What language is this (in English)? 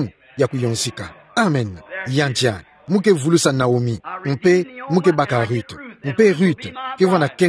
Kituba (Democratic Republic of Congo)